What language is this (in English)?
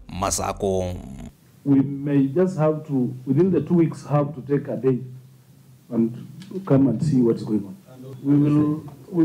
Kamba